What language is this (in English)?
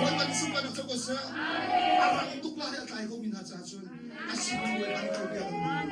Hakha Chin